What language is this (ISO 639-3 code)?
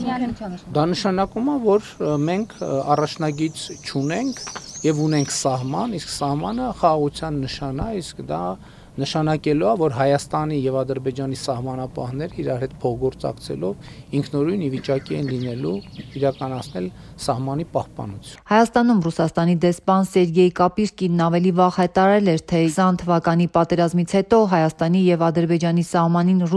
hye